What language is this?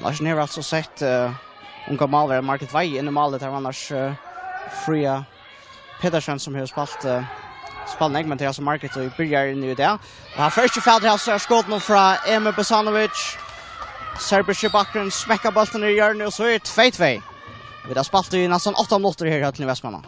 Faroese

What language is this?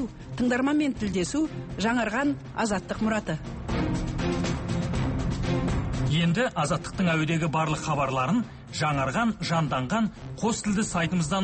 Kazakh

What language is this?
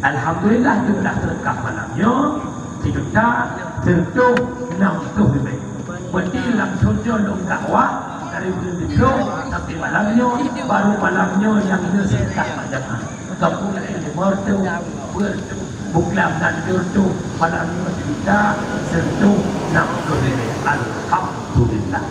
Achinese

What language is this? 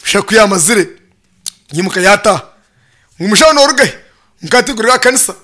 Nyankole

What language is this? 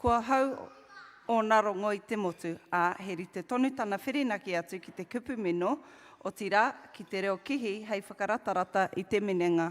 Māori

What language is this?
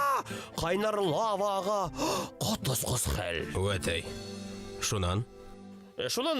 Bashkir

